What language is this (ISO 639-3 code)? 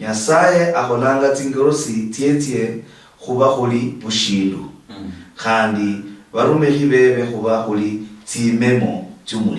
luy